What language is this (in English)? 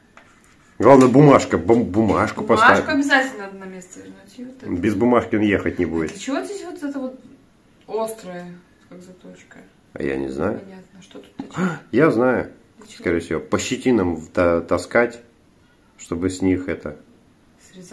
Russian